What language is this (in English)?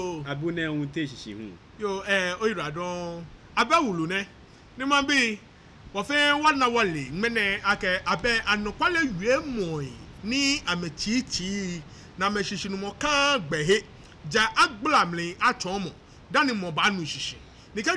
Ga